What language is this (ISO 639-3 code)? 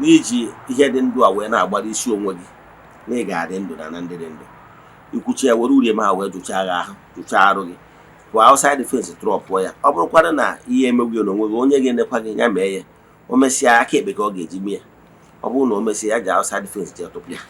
ibo